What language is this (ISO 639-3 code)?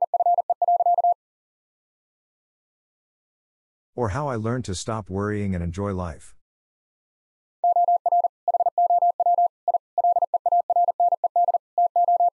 eng